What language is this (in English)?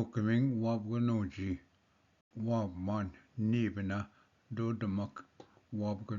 Ojibwa